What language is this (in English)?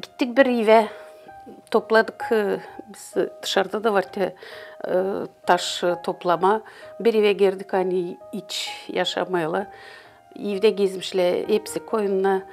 Gagauz